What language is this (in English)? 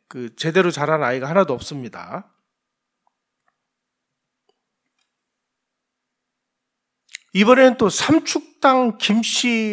Korean